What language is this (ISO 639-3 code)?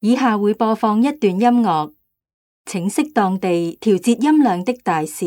yue